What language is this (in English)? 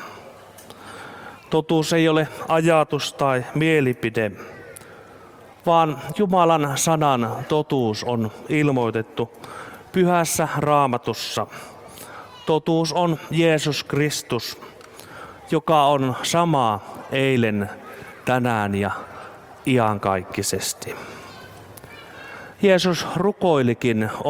Finnish